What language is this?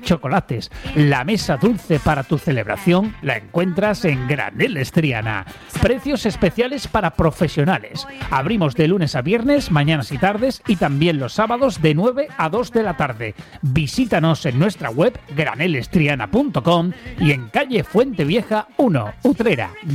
Spanish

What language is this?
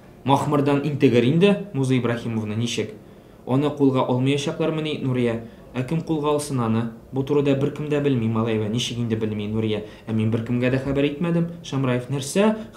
Tatar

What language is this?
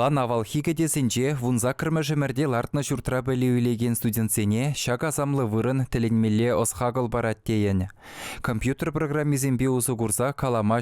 Chuvash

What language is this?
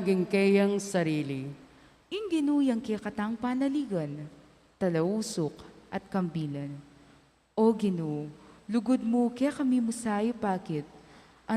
Pampanga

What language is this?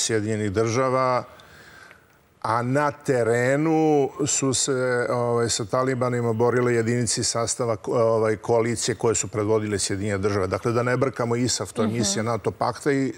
Serbian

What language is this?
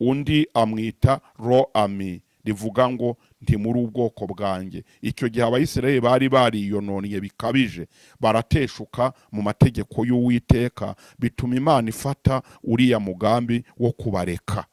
Kinyarwanda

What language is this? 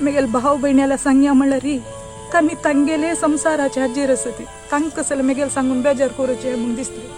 Konkani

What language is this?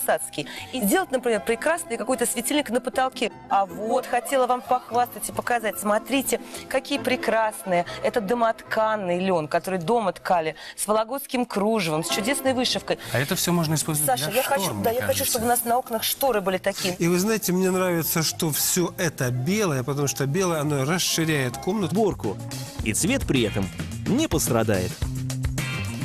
Russian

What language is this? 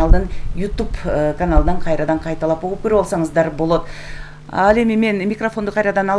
Kyrgyz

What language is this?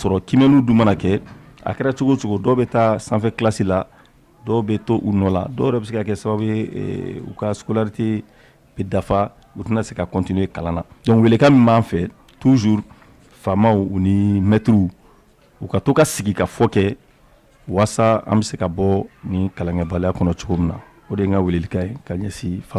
Bambara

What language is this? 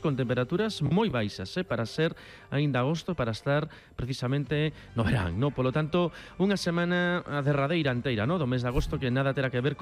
Galician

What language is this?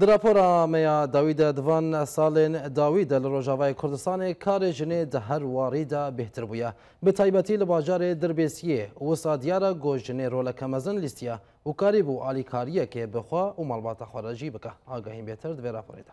Kurdish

